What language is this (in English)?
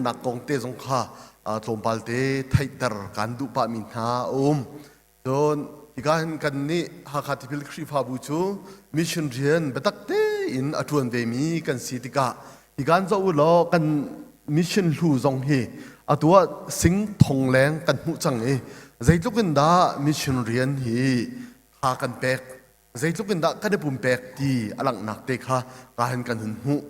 Hakha Chin